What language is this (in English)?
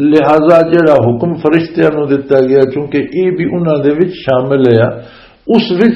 Western Panjabi